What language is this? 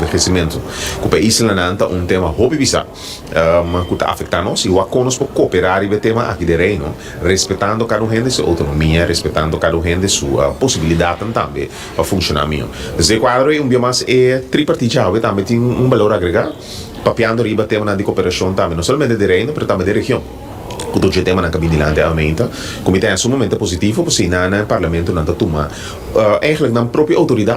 Papiamento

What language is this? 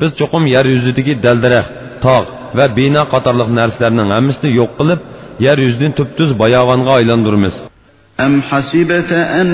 Uyghur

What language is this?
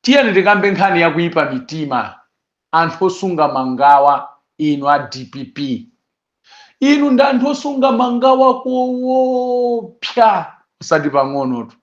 Nyanja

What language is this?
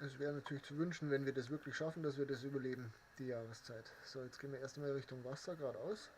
Bavarian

